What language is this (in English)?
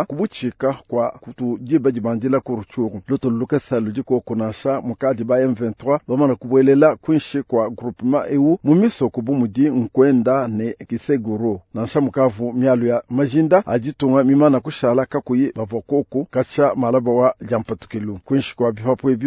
Luba-Lulua